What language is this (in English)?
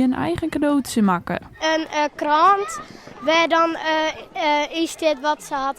Western Frisian